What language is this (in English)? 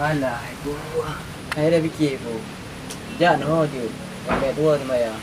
Achinese